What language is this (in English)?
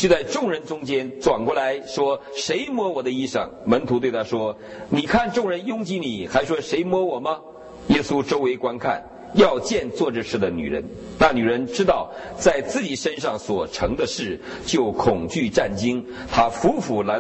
Chinese